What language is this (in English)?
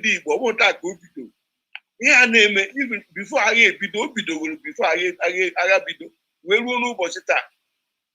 Igbo